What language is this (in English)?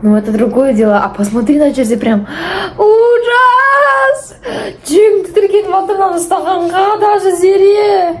Kazakh